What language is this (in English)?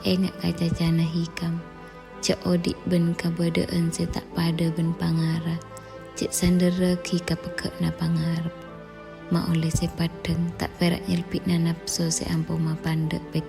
Madurese